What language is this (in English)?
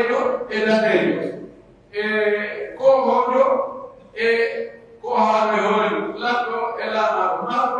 Pular